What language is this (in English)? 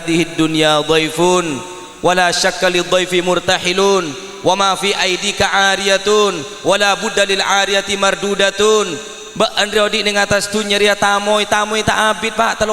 Madurese